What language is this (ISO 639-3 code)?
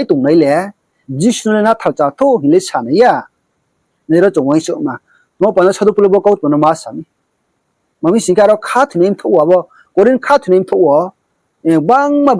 ria